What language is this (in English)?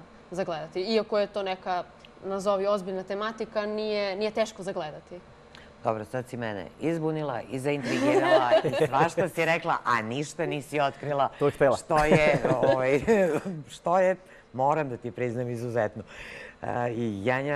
Serbian